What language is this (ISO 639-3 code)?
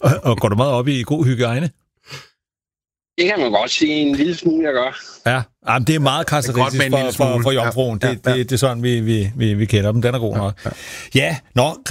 dan